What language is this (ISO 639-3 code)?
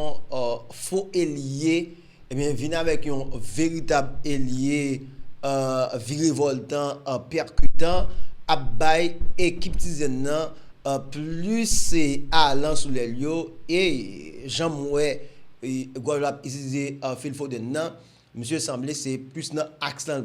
hat